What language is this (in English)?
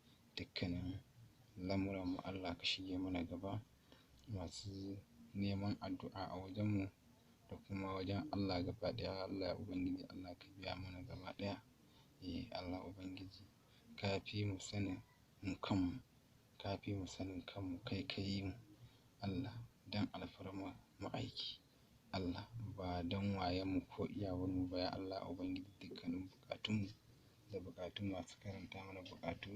Hausa